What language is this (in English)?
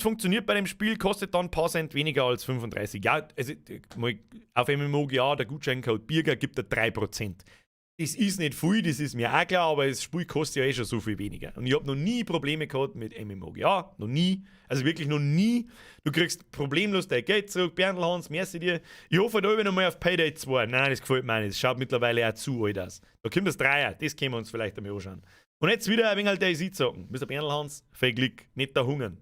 Bavarian